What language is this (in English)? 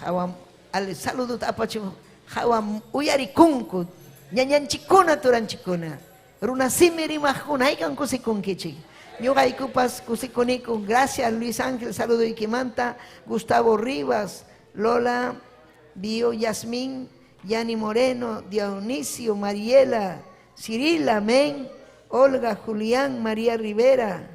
Ayacucho Quechua